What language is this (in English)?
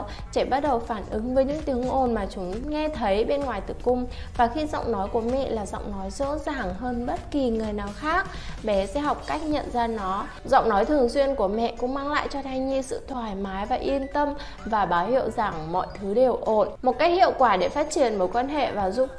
Vietnamese